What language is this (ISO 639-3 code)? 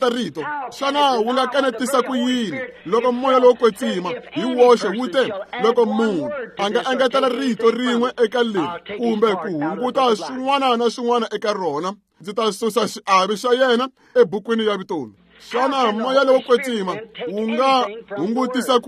tso